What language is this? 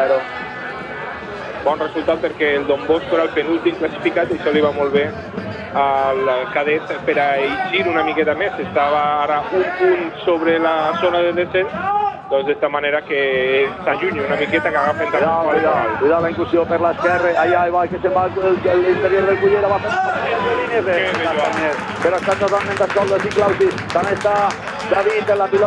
Catalan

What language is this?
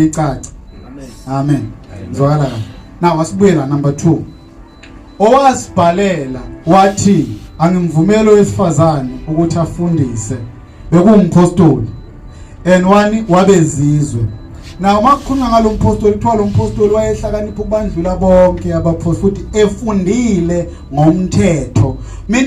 Zulu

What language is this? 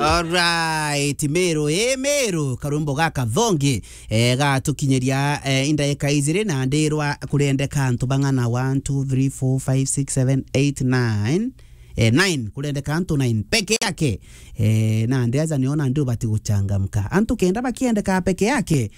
Meru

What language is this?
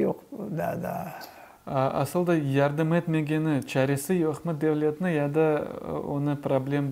Crimean Tatar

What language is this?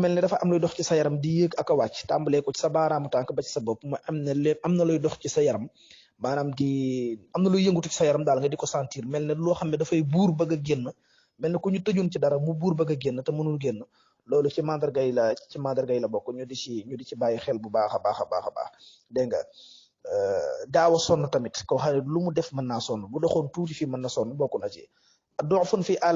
Wolof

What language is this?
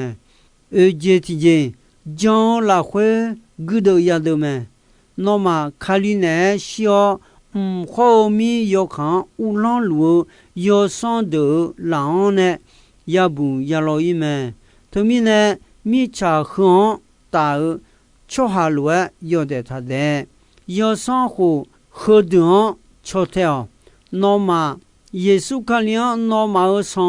Akha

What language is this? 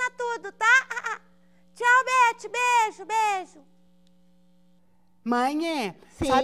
Portuguese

